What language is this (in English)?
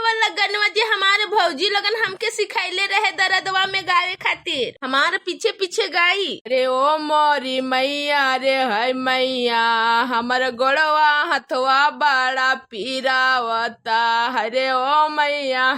Bhojpuri